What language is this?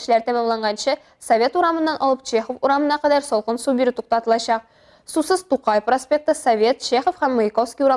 Tatar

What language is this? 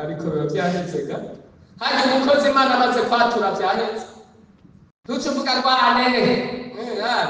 Rundi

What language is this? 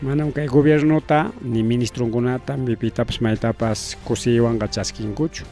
Ayacucho Quechua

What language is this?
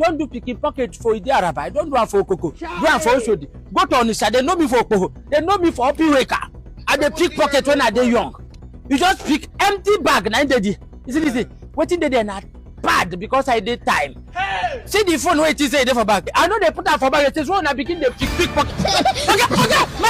Nigerian Pidgin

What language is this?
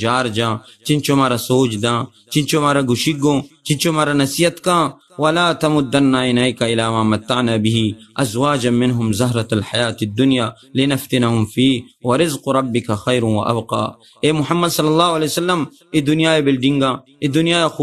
Baluchi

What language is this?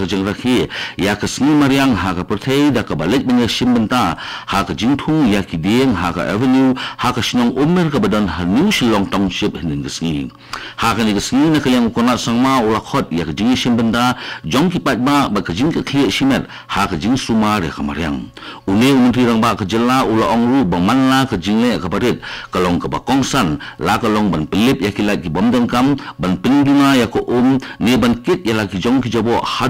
Khasi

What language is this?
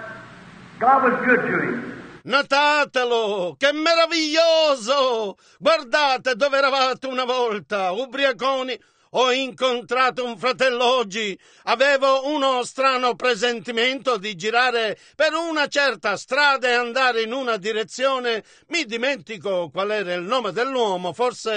Italian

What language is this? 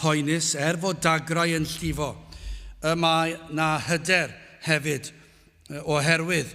Welsh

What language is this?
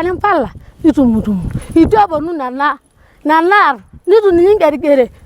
Masai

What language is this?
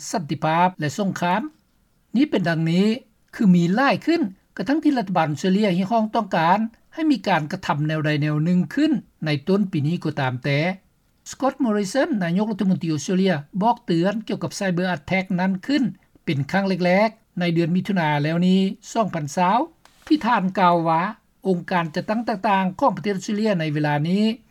Lao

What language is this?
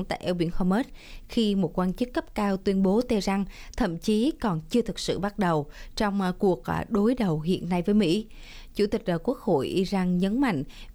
Vietnamese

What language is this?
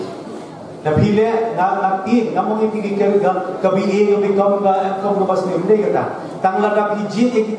Khasi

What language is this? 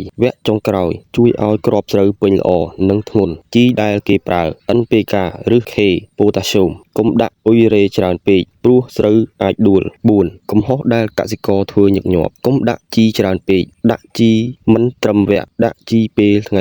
Khmer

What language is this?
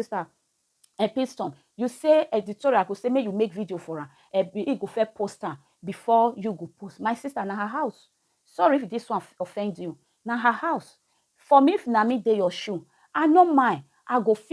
Nigerian Pidgin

